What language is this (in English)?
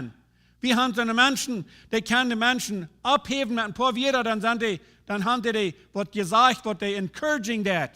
Plautdietsch